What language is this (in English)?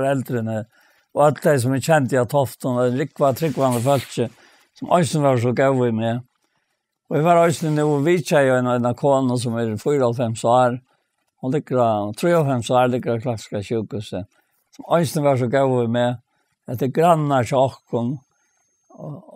Faroese